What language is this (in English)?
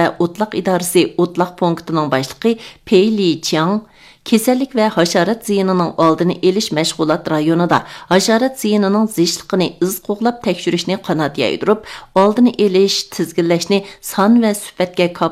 Uyghur